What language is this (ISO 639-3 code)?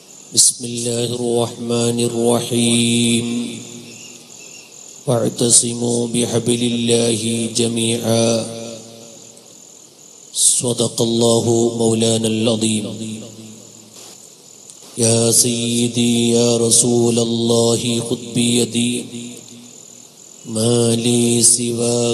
mal